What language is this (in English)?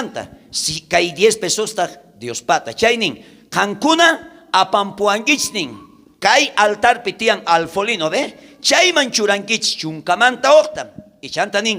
South Bolivian Quechua